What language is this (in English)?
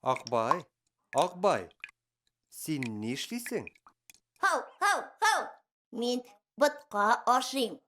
Tatar